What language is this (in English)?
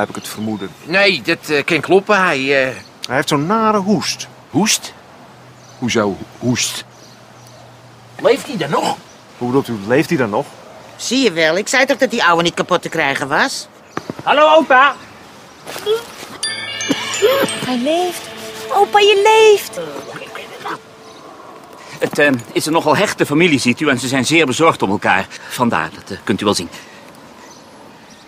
Dutch